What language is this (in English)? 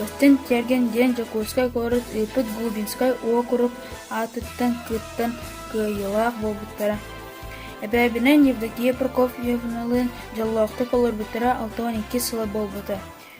Yakut